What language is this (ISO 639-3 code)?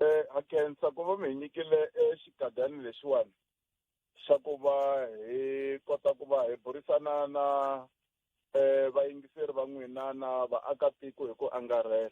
tso